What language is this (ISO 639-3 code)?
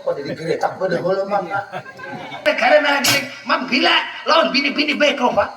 bjn